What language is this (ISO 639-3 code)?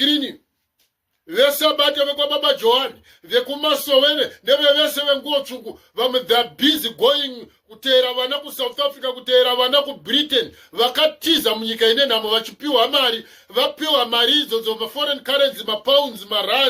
sna